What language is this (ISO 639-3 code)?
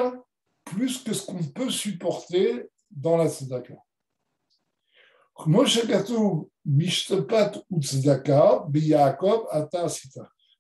fra